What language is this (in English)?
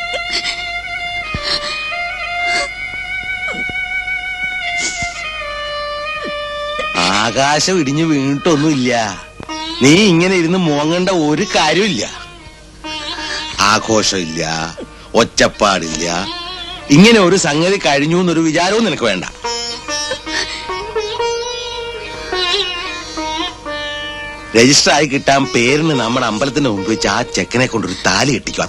Malayalam